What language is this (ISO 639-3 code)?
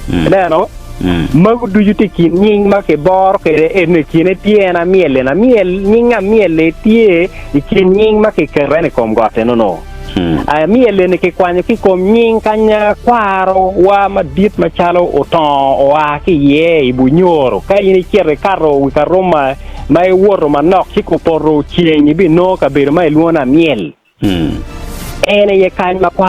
ach